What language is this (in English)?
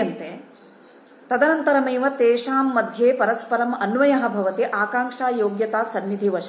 Sanskrit